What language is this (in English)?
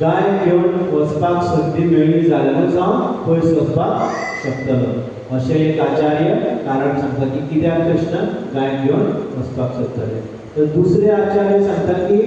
Konkani